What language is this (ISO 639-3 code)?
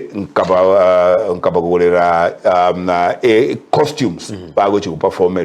guz